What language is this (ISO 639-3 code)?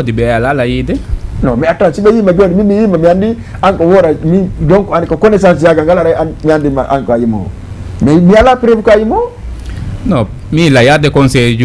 ful